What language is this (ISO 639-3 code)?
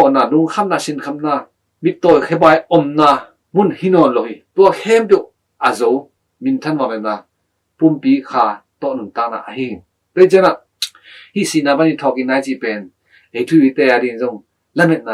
ctd